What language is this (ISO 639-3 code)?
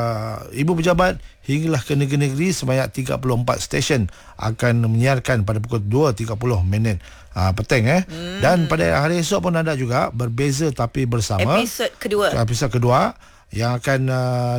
msa